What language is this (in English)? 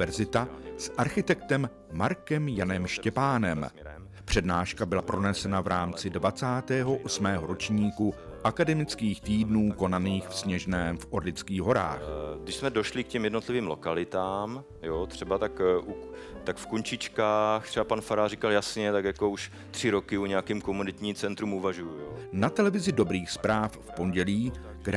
Czech